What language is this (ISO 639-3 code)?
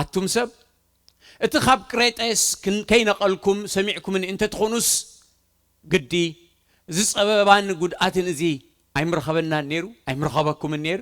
tir